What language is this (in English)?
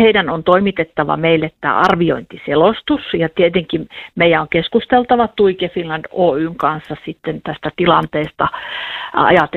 Finnish